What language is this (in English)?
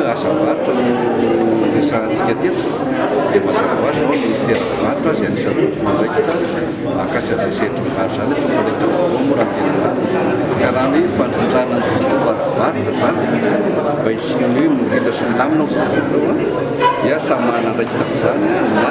Malagasy